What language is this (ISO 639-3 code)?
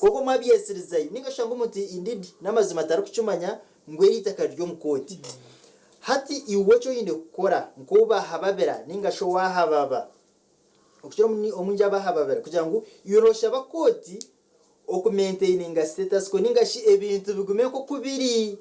nyn